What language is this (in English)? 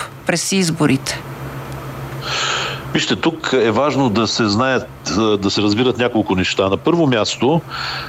Bulgarian